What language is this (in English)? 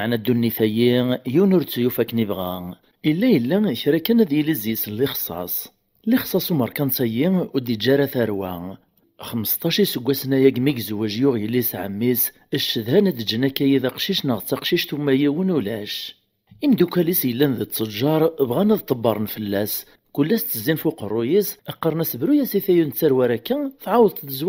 Kabyle